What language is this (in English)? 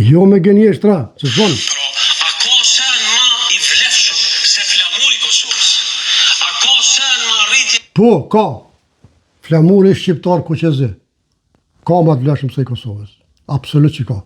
Albanian